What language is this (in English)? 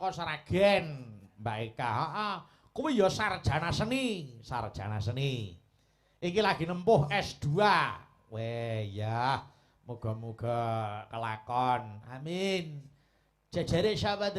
Javanese